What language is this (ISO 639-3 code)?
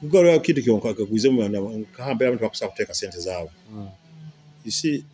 nyo